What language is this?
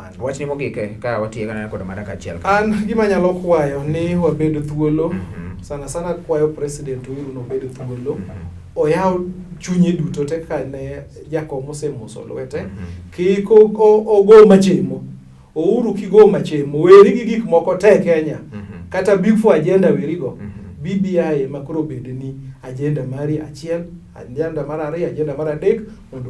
Luo (Kenya and Tanzania)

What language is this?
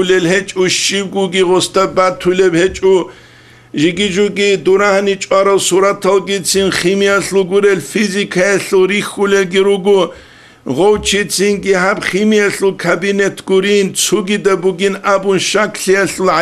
Avaric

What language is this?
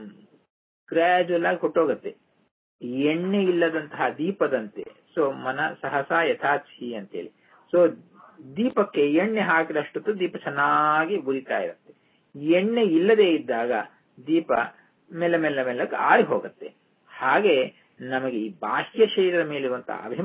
Kannada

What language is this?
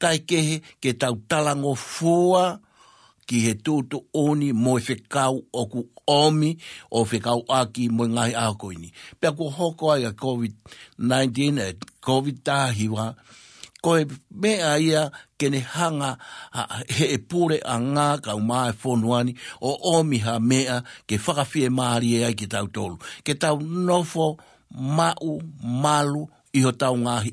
Tongan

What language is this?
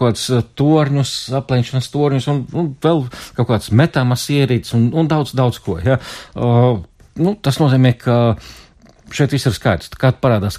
Latvian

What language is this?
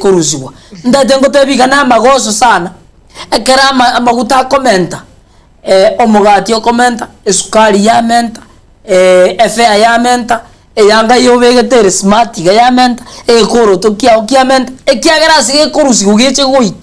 Gusii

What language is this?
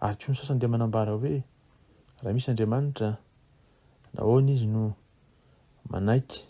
Malagasy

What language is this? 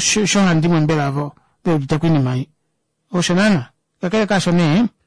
Kuanyama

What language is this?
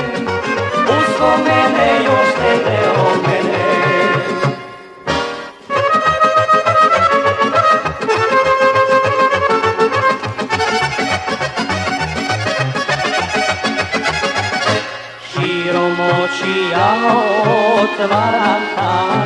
Serbian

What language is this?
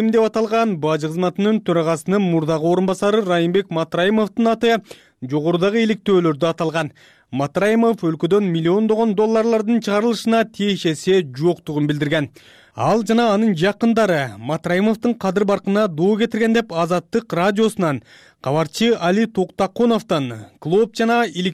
Kyrgyz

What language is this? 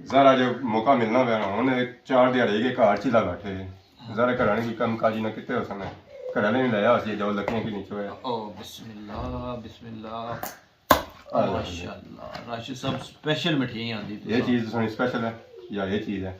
Pahari-Potwari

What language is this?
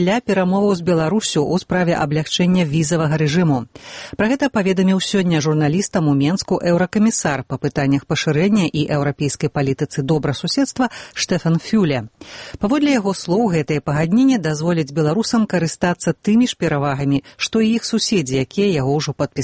Belarusian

